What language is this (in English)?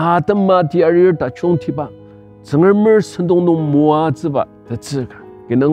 Ao Naga